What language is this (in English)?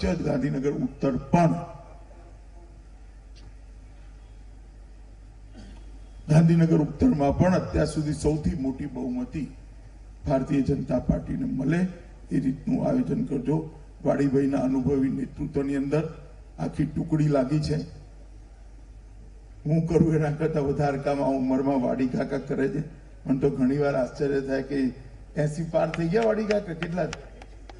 Gujarati